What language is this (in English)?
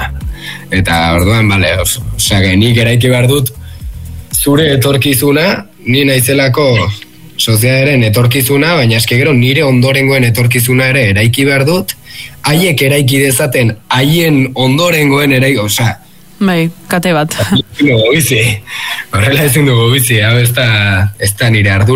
Basque